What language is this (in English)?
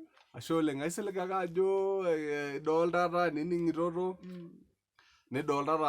Masai